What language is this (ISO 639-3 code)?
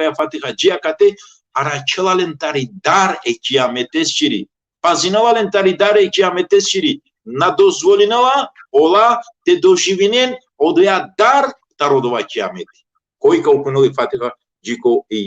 rmn